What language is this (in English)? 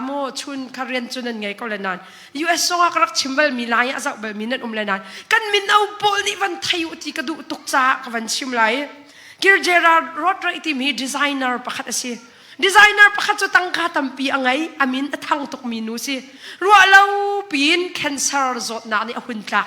Hakha Chin